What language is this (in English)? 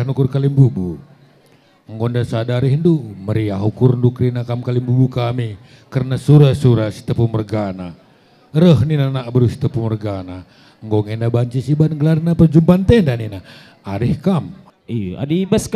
Batak Karo